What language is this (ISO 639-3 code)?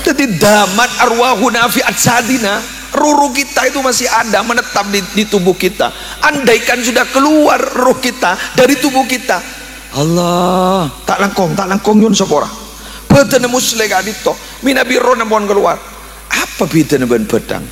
mad